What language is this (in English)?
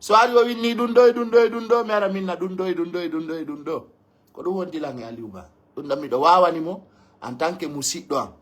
Pular